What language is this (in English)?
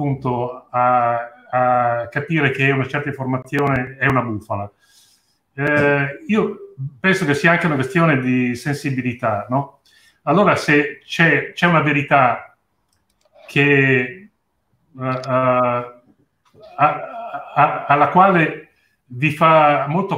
Italian